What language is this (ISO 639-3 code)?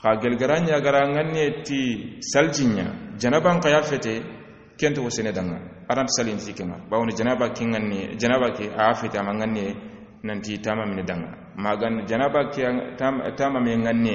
snk